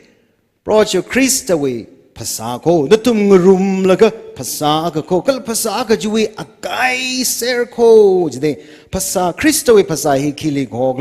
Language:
Tangkhul Naga (India)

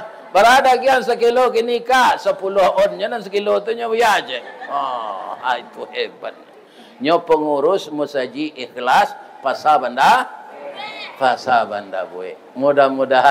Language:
Minangkabau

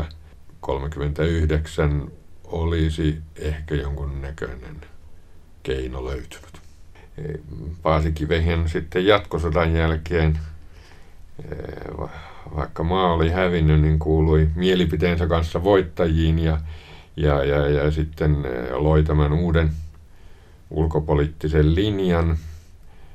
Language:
Finnish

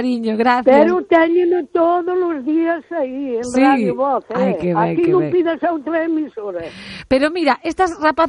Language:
Galician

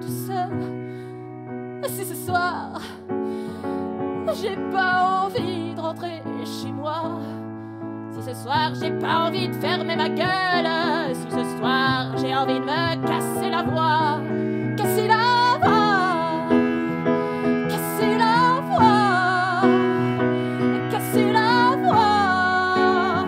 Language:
French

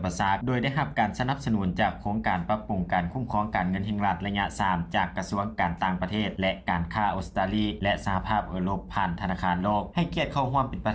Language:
Lao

